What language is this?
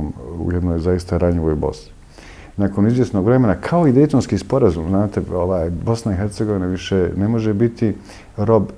Bosnian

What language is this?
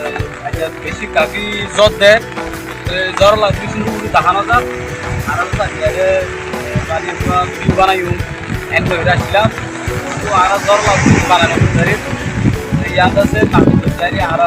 Rohingya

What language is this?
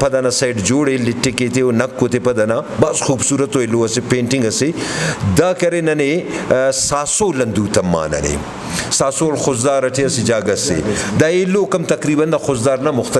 Brahui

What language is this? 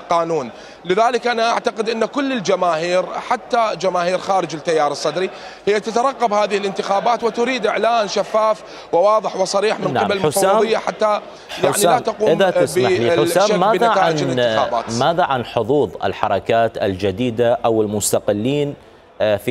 Mesopotamian Arabic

